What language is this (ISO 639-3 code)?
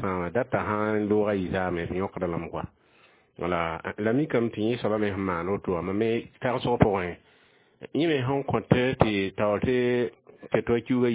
mos